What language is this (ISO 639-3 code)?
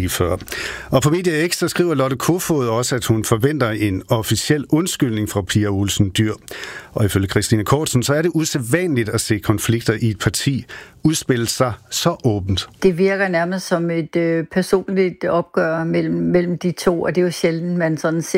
dan